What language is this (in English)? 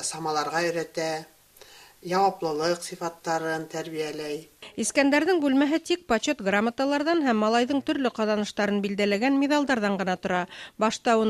Bashkir